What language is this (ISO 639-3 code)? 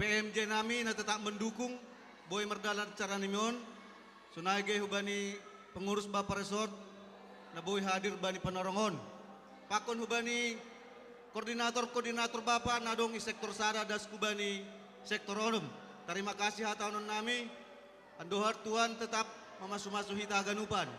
bts